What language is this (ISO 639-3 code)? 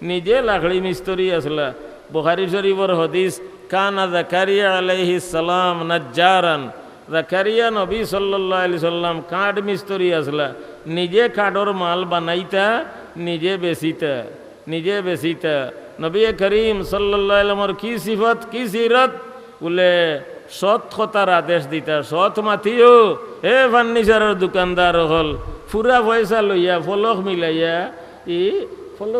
syl